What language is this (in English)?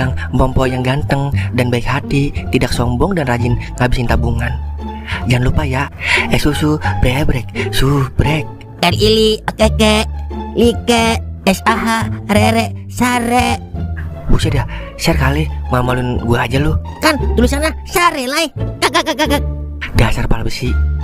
Betawi